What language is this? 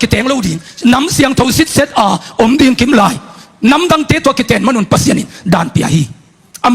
Tedim Chin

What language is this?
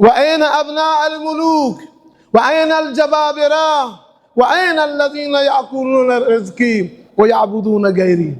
Baluchi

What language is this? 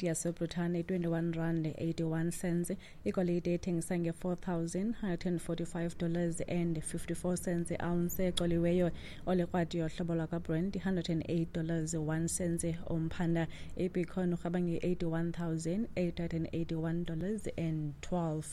Xhosa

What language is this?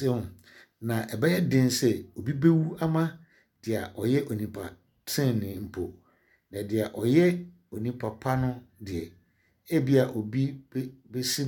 Akan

